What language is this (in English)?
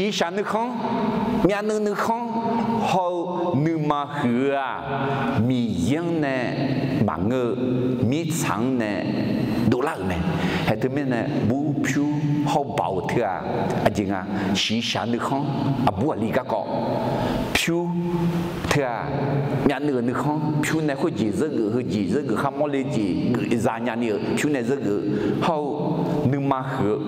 Akha